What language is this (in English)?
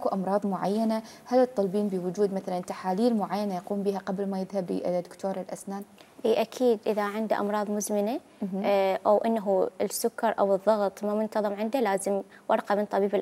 Mesopotamian Arabic